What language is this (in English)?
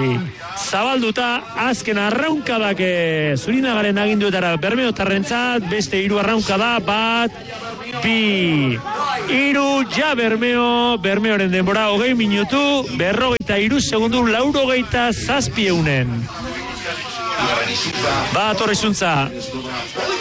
Basque